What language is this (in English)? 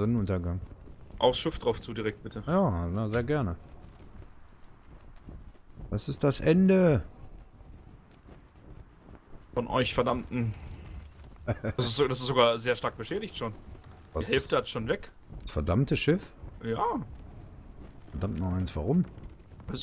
German